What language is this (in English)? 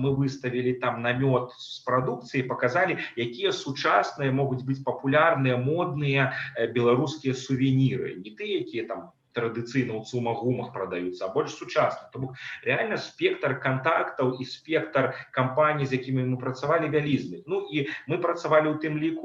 Belarusian